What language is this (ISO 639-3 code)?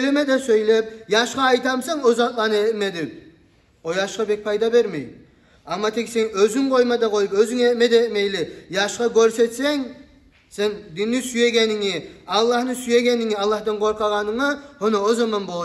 kum